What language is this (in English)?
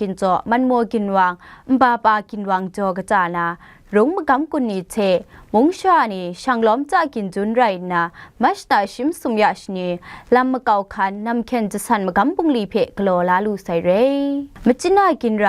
Kachin